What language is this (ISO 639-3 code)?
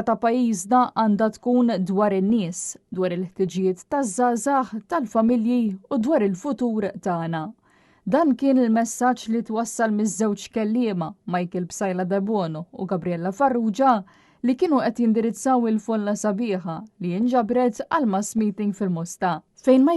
mlt